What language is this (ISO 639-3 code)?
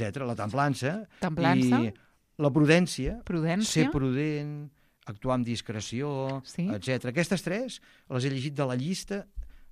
cat